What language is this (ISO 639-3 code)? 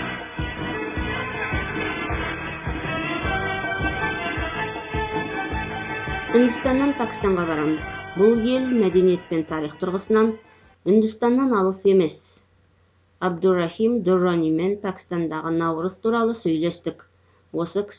kaz